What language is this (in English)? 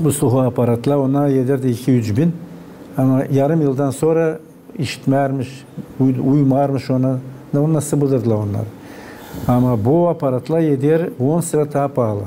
Gagauz